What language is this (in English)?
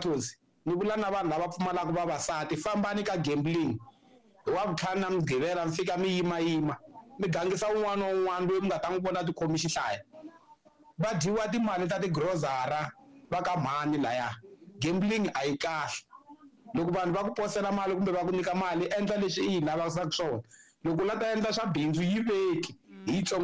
Tsonga